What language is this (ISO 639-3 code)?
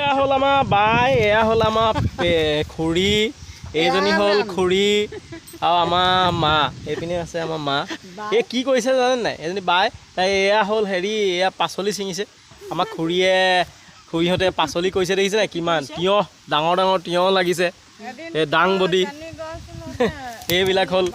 asm